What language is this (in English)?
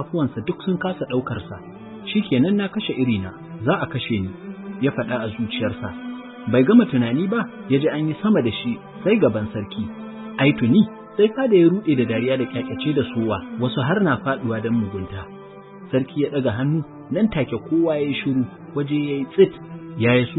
Hausa